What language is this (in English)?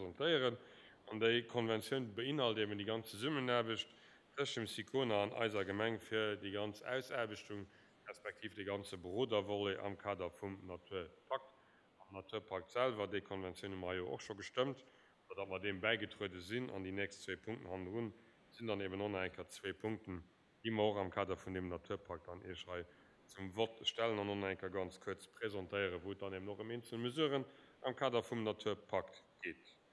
Luxembourgish